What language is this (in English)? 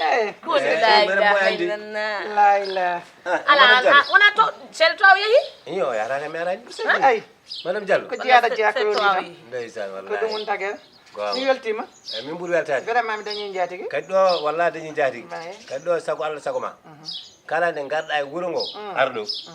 Fula